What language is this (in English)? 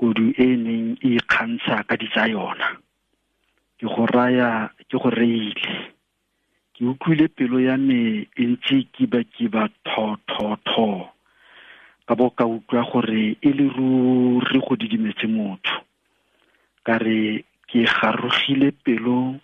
Tswana